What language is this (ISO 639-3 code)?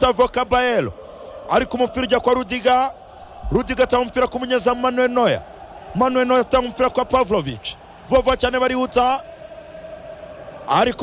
kin